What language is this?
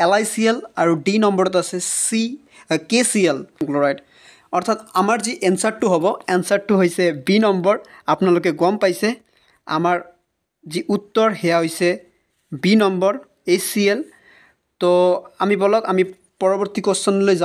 Assamese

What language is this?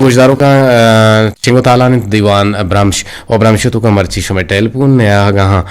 Eastern Balochi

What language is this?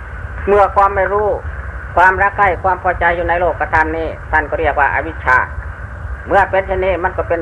Thai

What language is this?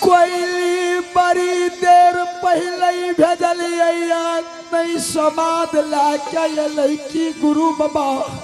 Angika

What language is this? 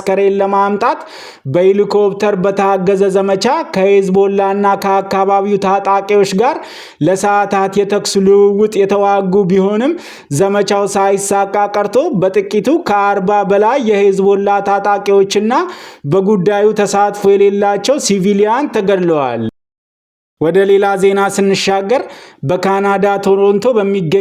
Amharic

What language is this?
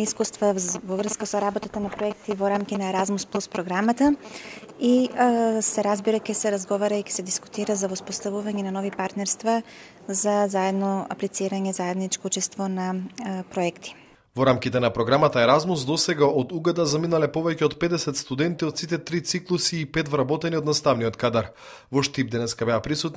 Macedonian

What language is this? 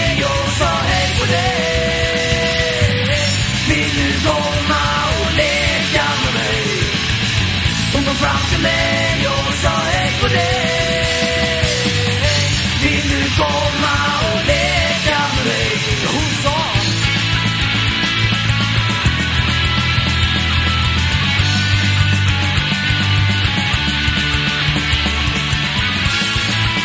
Swedish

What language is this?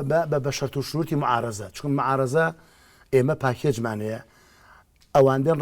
Central Kurdish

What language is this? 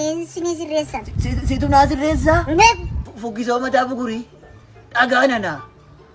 Oromo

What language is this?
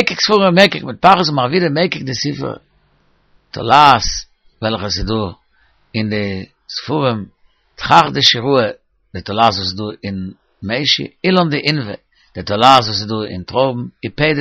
Yiddish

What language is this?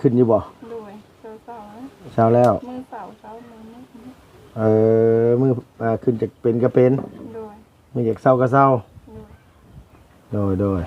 Lao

